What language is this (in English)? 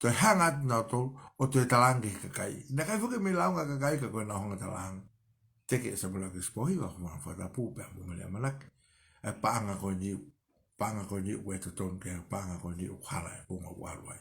Tongan